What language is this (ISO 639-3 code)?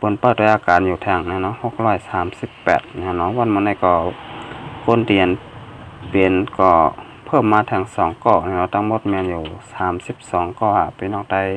shn